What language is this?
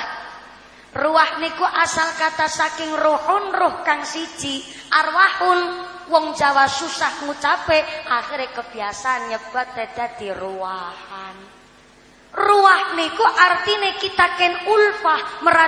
Javanese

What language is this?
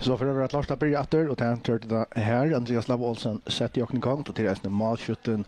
Faroese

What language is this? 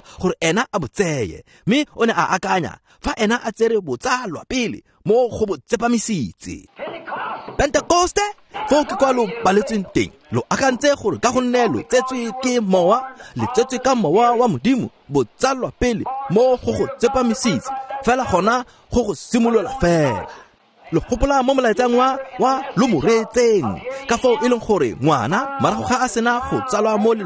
Tswana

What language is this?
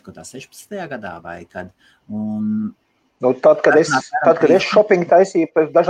Latvian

